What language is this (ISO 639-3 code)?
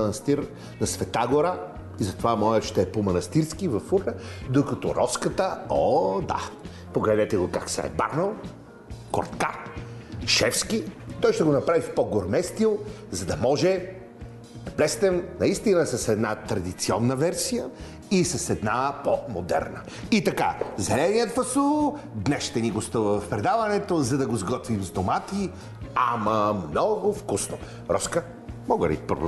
bul